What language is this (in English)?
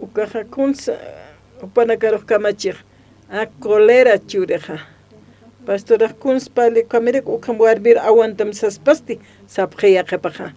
Aymara